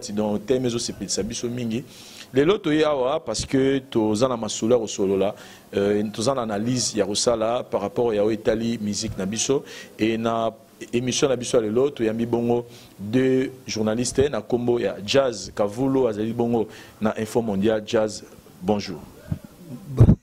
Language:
Lingala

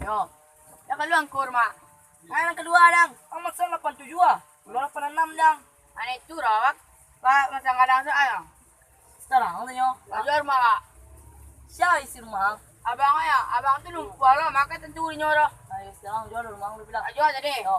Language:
Minangkabau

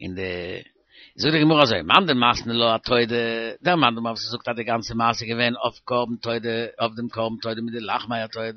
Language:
Yiddish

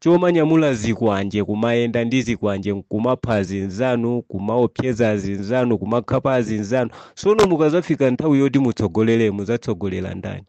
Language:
Nyanja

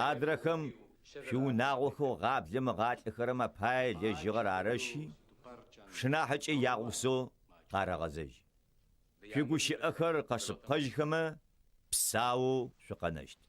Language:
Adyghe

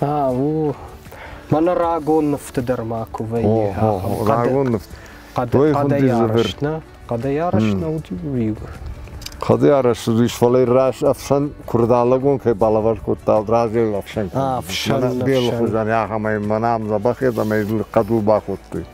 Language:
Ossetic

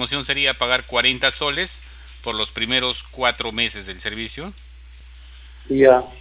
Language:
Spanish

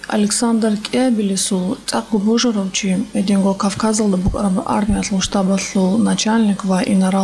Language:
Avaric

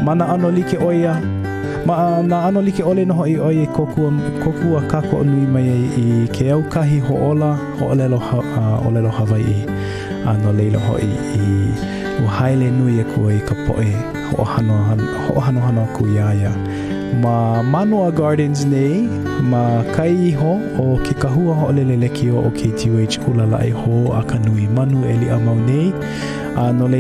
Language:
Hawaiian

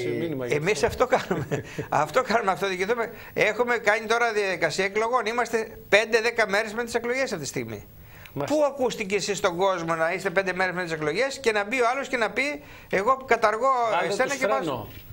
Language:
Greek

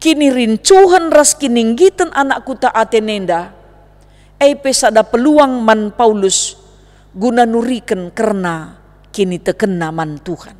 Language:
Batak Karo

